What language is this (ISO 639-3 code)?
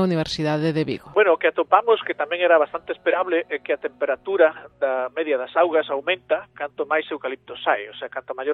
glg